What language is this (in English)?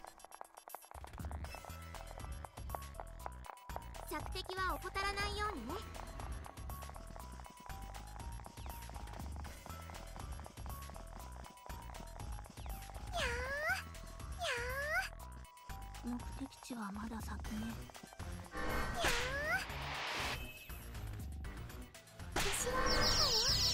Japanese